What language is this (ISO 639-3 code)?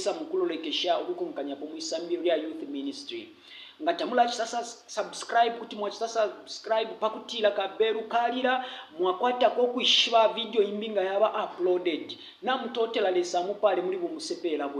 bem